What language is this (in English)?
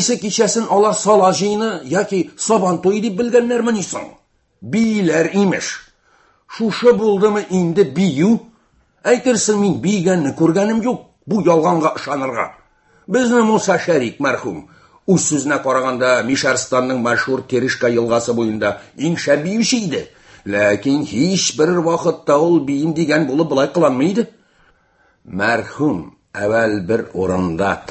Tatar